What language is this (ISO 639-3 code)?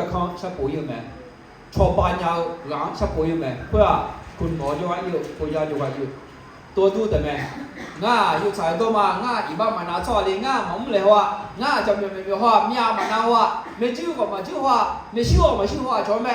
ahk